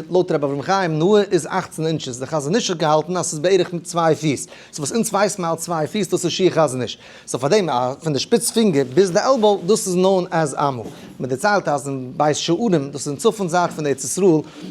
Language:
Yiddish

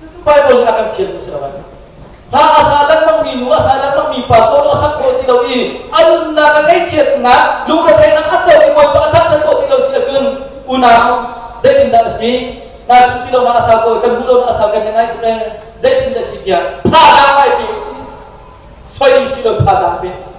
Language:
Hakha Chin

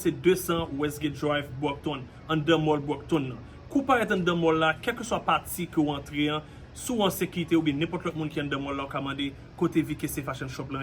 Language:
Haitian Creole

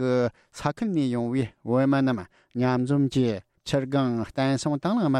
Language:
Tibetan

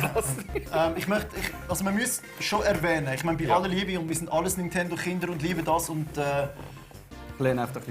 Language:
Swiss German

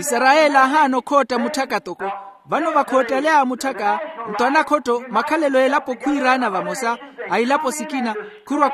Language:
Makhuwa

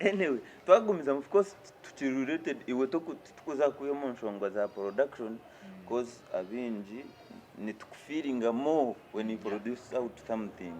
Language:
Nyankole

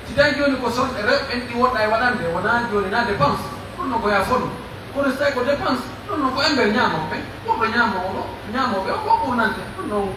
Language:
Pular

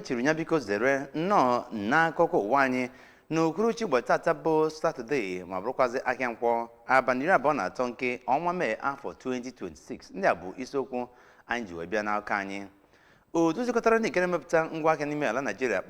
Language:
Igbo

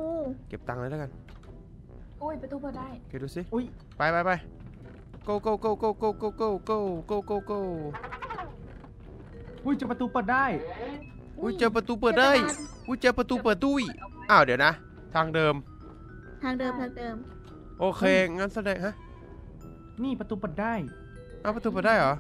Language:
Thai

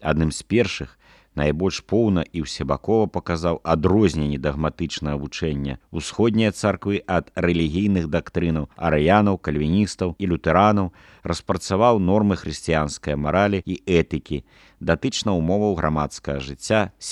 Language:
Belarusian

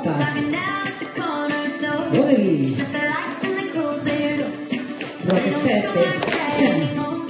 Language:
Catalan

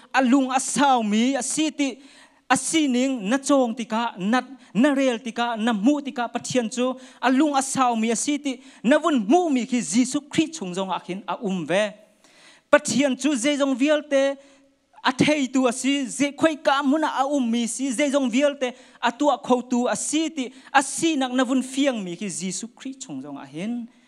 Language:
Hakha Chin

